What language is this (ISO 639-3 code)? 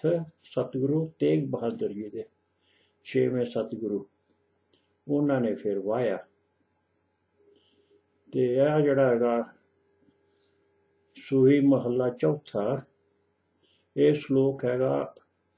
pan